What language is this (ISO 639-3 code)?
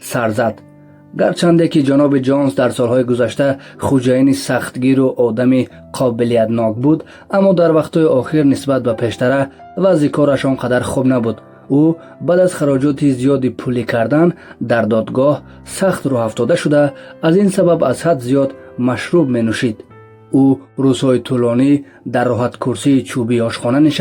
tgk